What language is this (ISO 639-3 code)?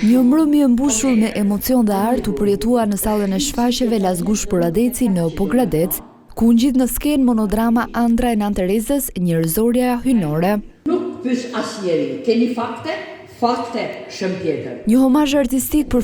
sqi